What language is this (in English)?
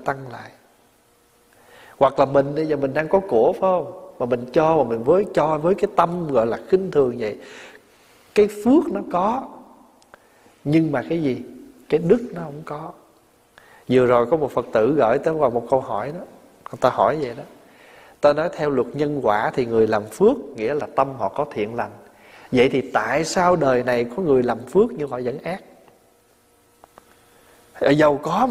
Vietnamese